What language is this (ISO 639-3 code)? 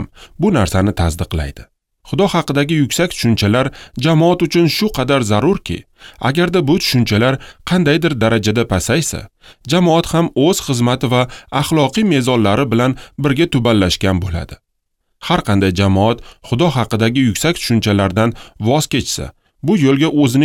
uzb